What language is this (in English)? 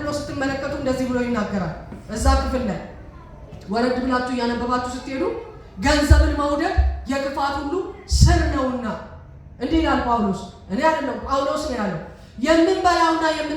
Amharic